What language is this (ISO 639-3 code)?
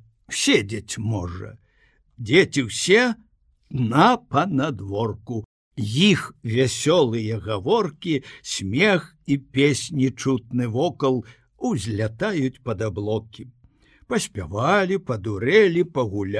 bel